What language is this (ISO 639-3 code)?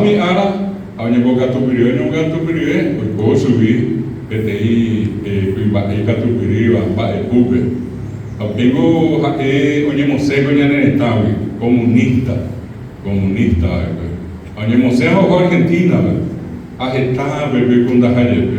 grn